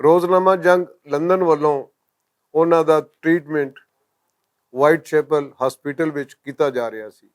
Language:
Western Panjabi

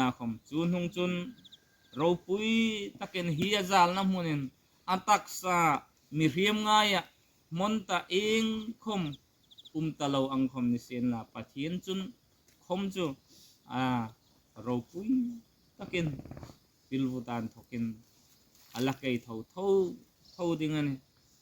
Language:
Hmar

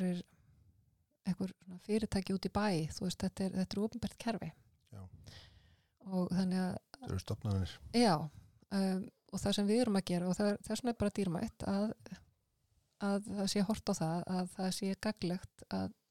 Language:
Icelandic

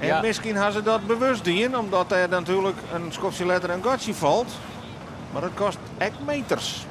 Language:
Western Frisian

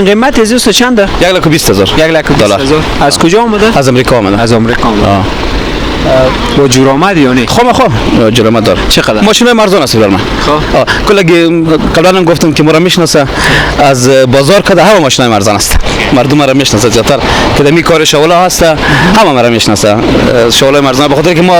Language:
Persian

